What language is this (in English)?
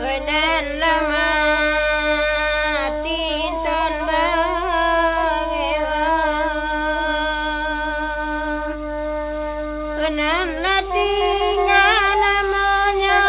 Minangkabau